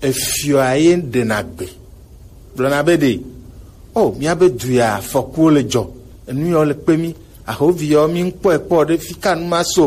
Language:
Gen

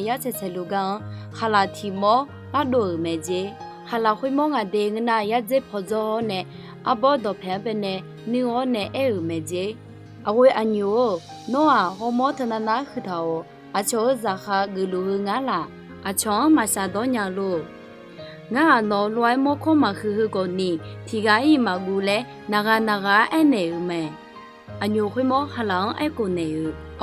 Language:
Akha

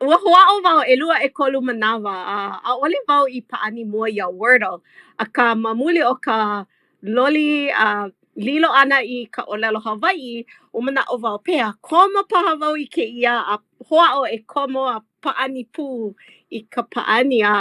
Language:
Hawaiian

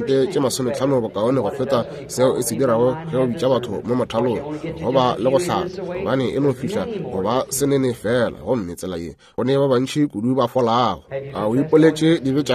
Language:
Northern Sotho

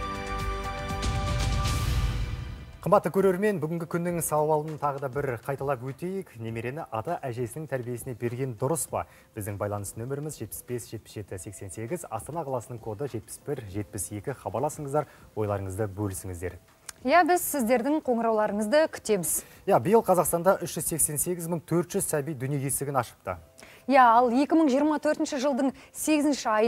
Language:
Kazakh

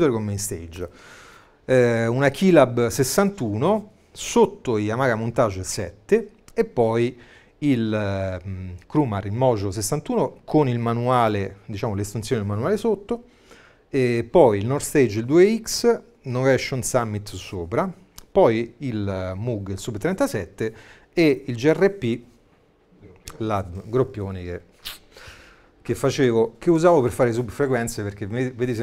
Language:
Italian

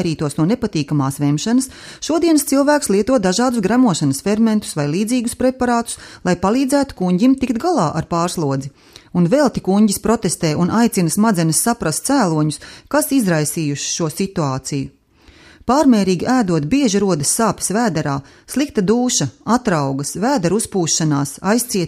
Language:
Latvian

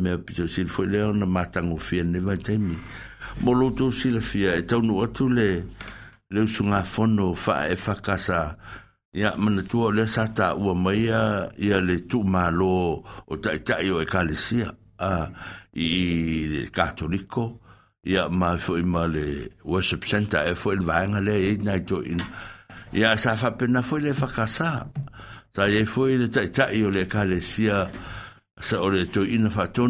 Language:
Samoan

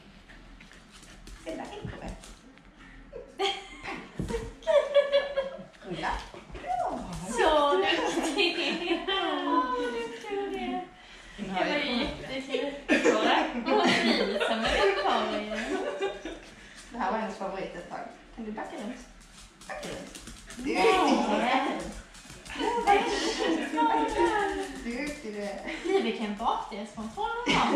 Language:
Swedish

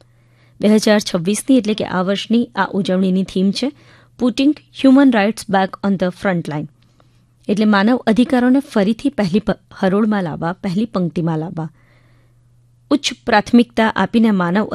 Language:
Gujarati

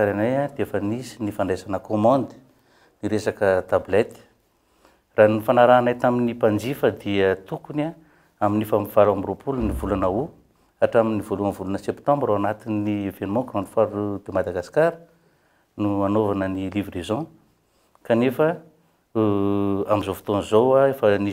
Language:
Malagasy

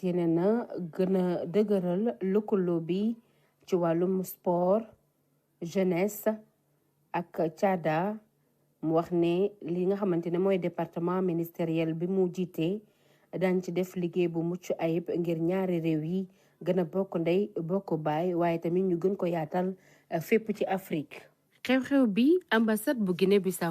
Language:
Wolof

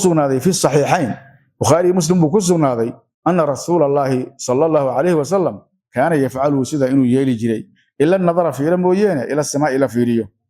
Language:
Somali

